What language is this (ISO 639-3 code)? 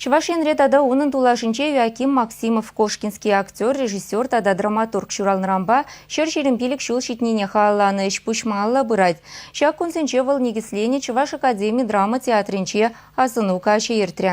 chv